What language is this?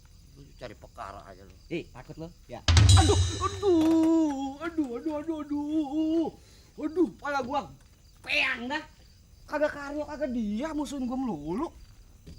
Betawi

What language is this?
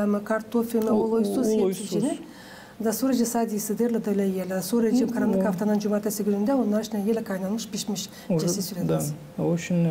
Gagauz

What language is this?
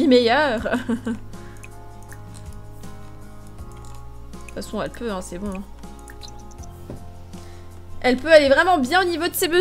French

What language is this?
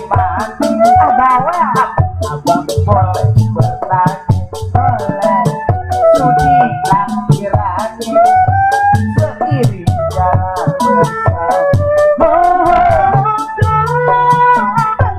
Betawi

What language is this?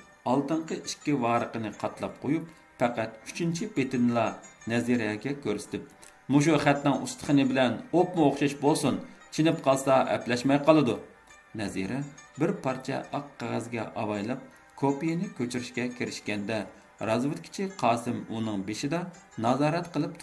Uyghur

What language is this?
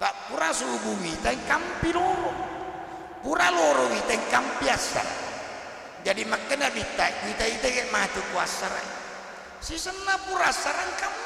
Buginese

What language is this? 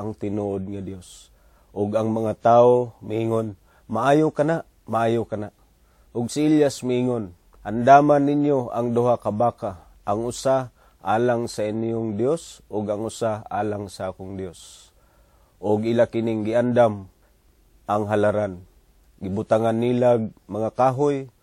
Cebuano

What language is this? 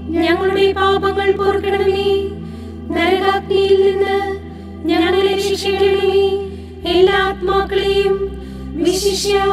Malayalam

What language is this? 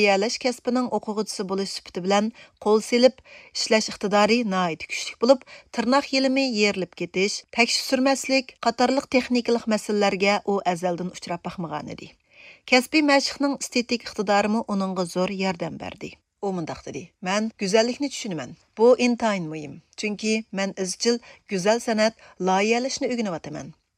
Uyghur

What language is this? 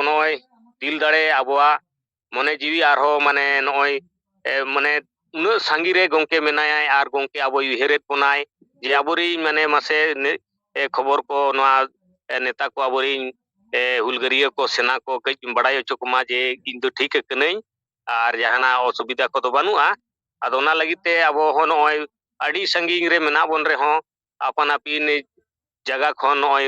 Santali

